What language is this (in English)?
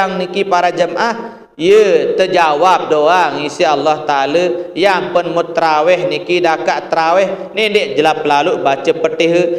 Sasak